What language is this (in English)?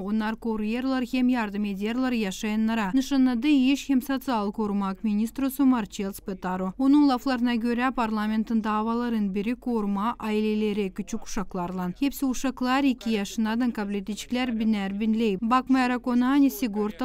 Gagauz